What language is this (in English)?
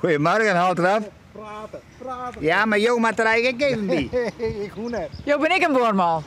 Western Frisian